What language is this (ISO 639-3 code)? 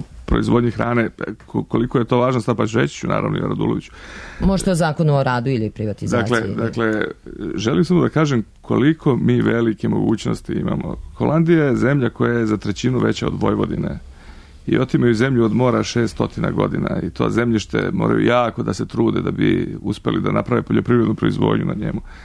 srp